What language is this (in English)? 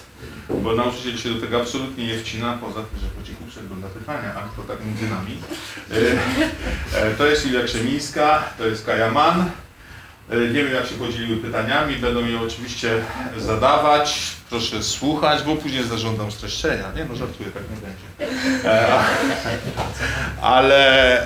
Polish